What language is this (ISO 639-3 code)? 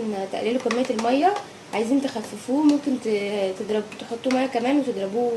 arz